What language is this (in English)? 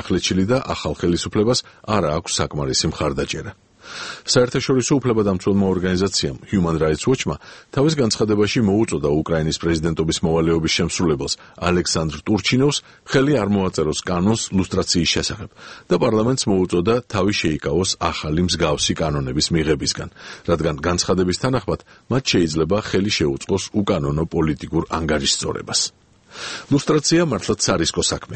Georgian